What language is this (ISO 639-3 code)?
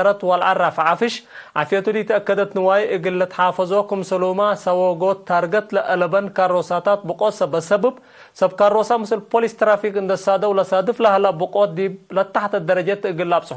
tig